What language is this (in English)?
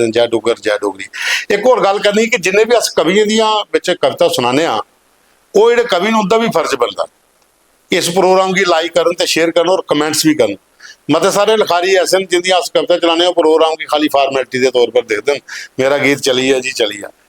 Dogri